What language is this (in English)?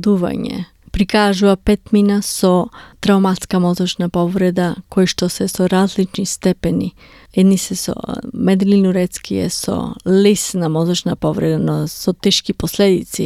Macedonian